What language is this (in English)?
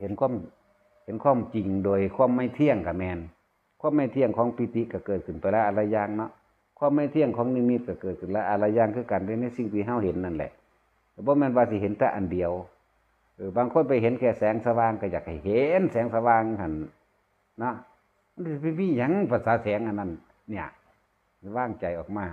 Northeastern Thai